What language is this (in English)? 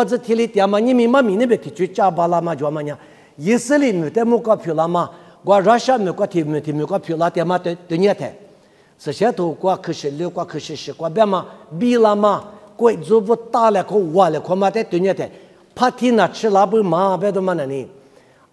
Lisu